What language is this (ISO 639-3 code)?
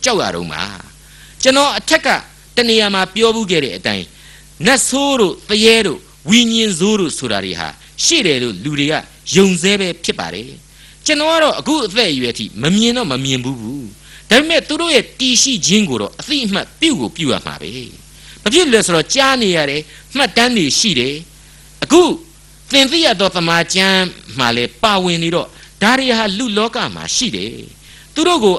mya